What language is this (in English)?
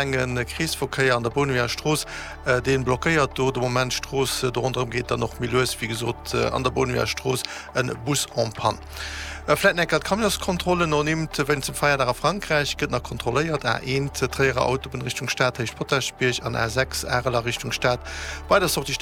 Luxembourgish